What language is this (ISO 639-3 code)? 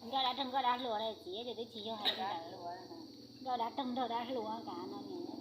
hmn